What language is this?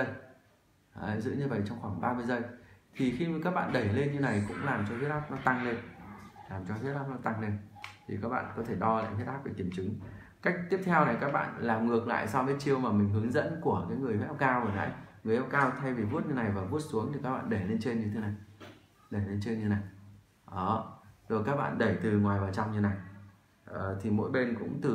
Vietnamese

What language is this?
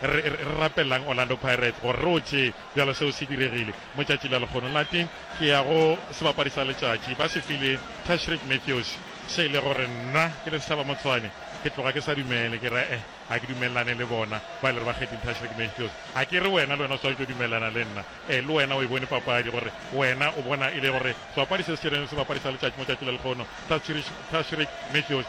Northern Sotho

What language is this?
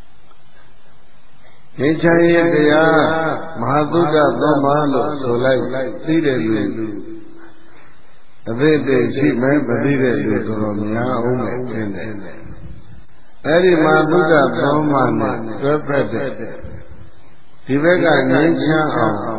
Burmese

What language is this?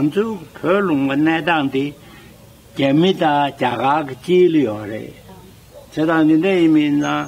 Tibetan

